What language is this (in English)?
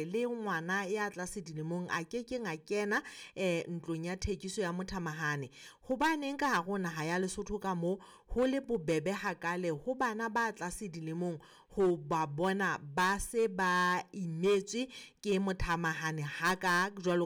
Southern Sotho